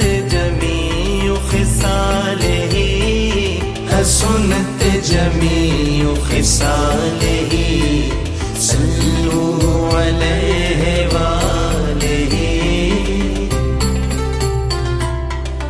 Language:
Urdu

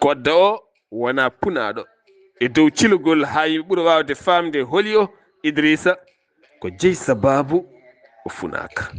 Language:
Fula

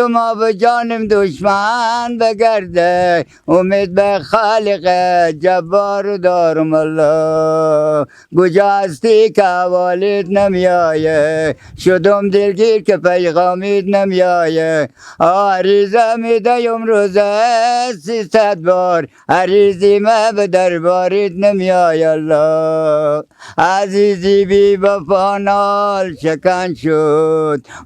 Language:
Persian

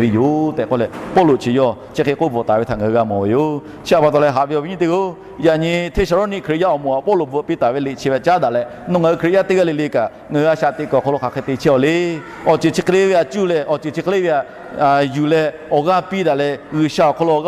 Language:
Lahu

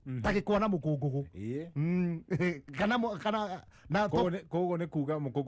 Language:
Kikuyu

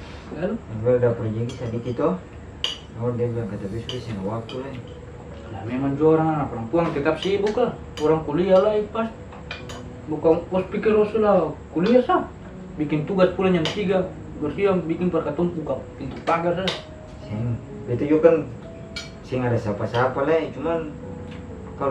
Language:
Ambonese Malay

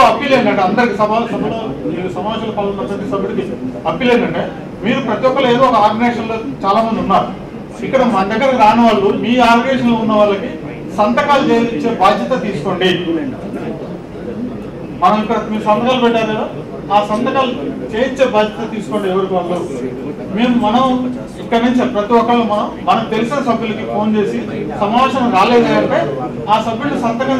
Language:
Telugu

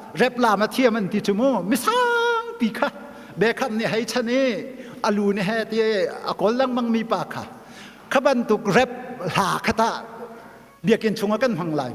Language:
Hakha Chin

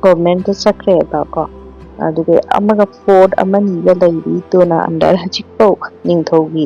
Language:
Manipuri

